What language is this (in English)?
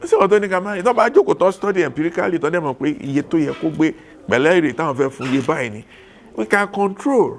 Yoruba